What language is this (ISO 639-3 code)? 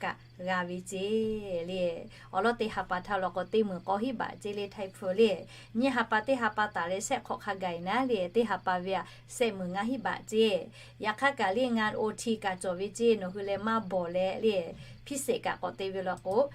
lhu